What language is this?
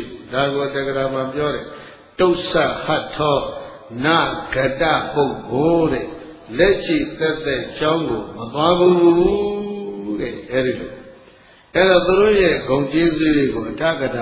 Burmese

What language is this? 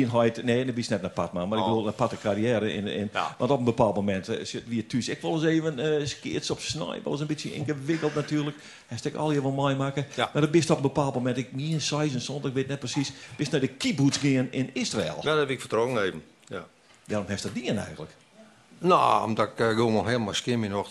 Western Frisian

